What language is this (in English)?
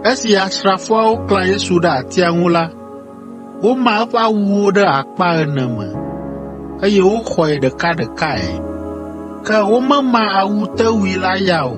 Ewe